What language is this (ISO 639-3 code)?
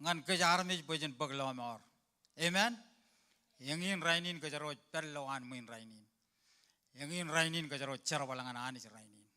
mah